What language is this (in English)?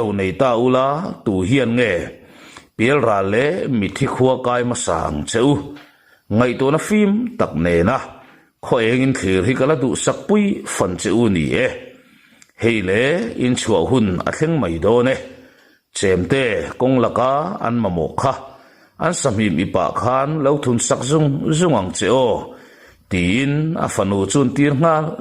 Mizo